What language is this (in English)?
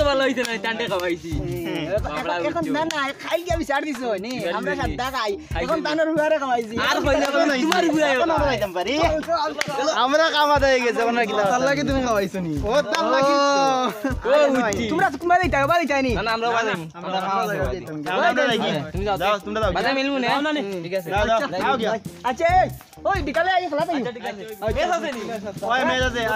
Sylheti